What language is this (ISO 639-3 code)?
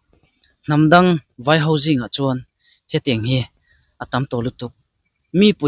lus